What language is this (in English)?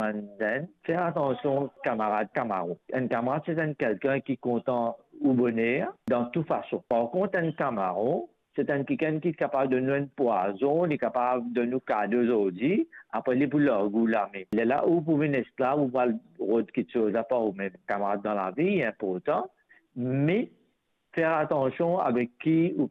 Morisyen